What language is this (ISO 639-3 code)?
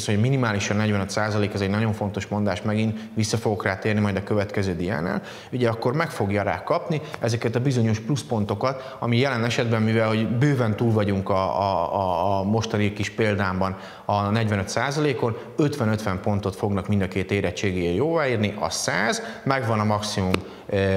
hun